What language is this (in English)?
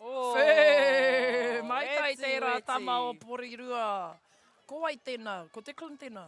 Māori